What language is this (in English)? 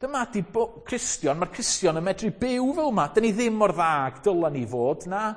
Welsh